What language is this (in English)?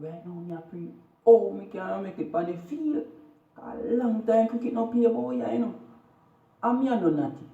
Jamaican Creole English